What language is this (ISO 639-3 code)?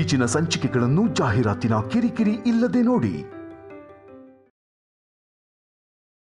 kan